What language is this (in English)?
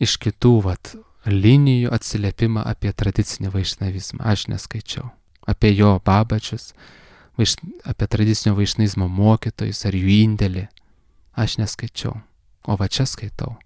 Lithuanian